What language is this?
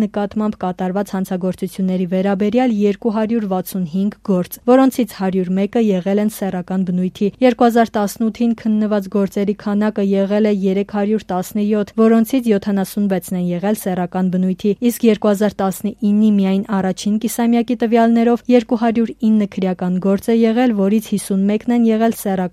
Armenian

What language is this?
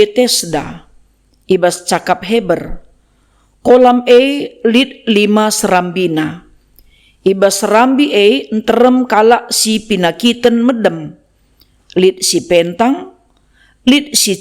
Batak Karo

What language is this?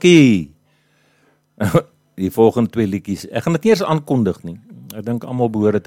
Afrikaans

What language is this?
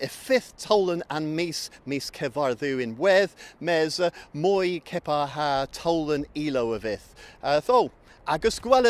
Cornish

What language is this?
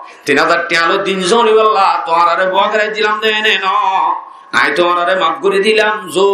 Rohingya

